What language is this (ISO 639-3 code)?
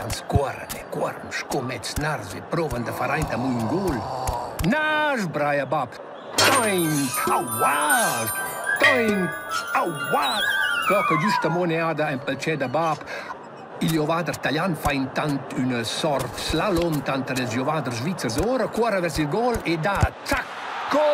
roh